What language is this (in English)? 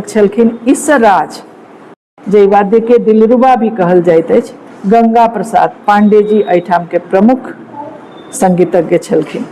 Maithili